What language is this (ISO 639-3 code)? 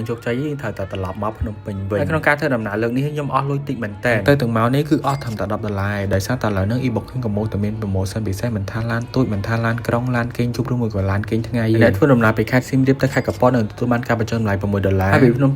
khm